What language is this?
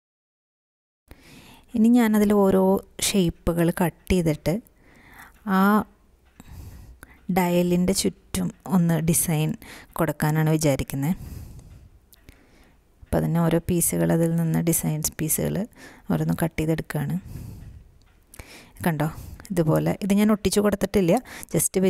Malayalam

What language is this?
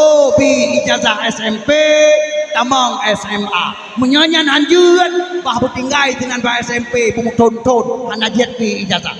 Achinese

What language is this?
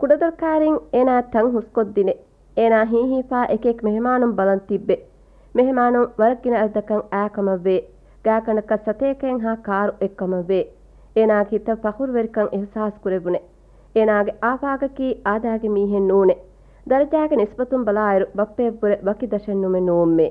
Divehi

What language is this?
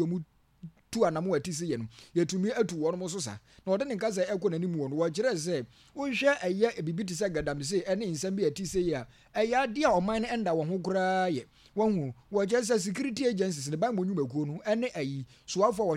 Akan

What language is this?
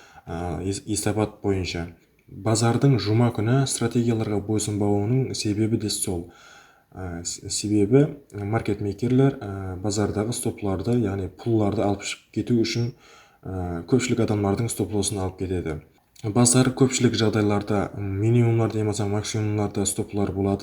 Kara-Kalpak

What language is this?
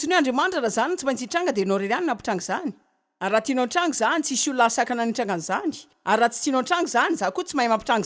Malagasy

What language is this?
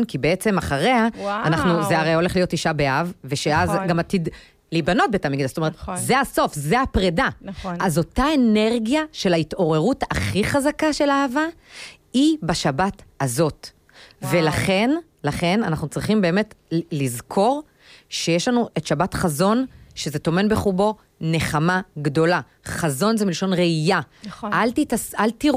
Hebrew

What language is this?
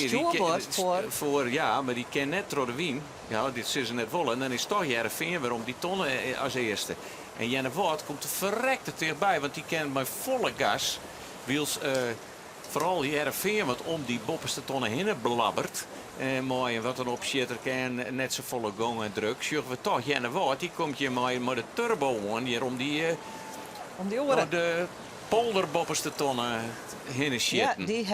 Western Frisian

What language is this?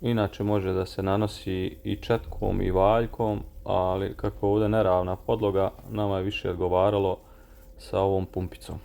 Serbian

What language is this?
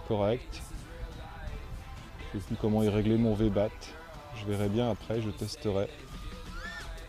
French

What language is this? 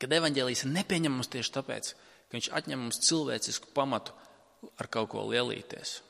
Latvian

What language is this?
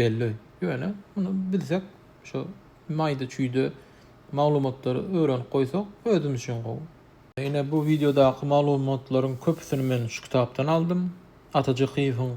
Turkmen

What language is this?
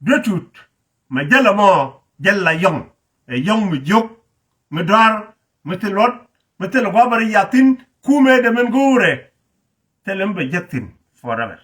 Nuer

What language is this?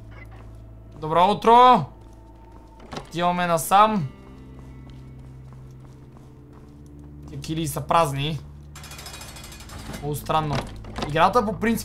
Bulgarian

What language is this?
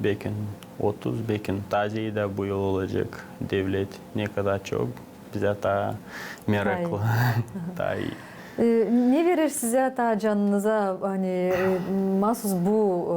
Gagauz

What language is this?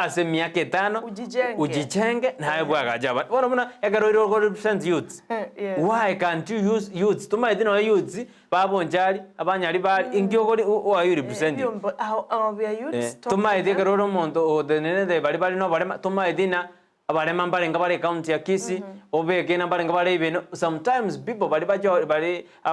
Gusii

